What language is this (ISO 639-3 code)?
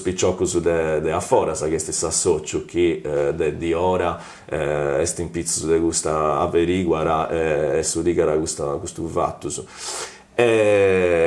srd